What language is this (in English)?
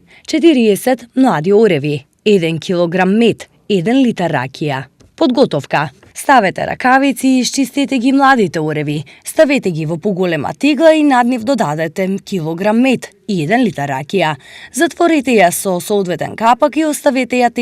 Macedonian